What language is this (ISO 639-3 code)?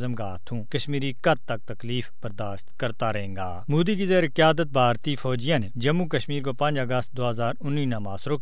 gju